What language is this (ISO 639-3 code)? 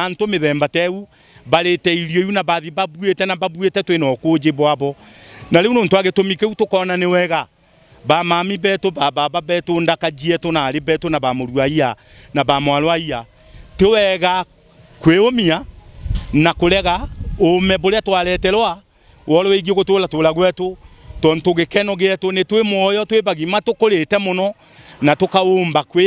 mer